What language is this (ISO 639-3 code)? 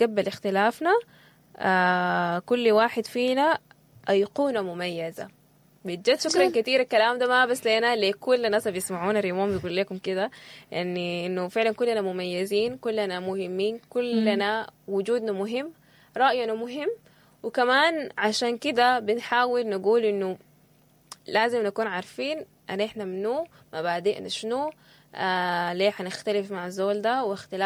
apd